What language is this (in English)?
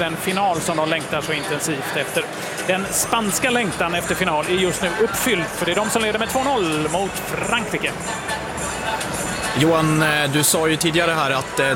Swedish